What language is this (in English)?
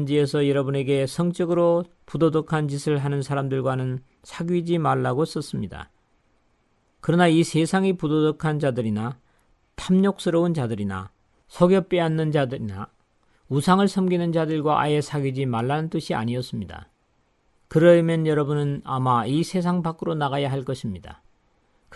Korean